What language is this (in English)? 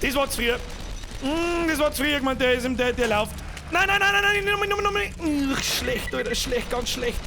Bavarian